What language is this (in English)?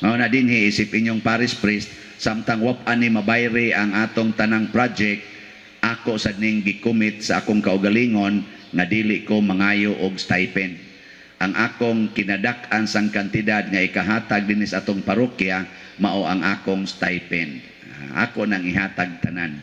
Cebuano